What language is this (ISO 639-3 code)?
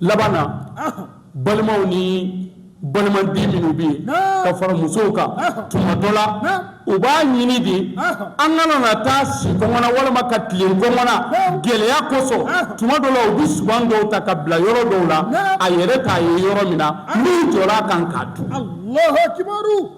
bam